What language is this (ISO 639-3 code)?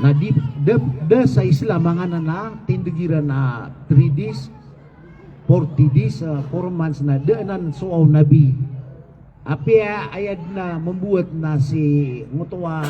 mrw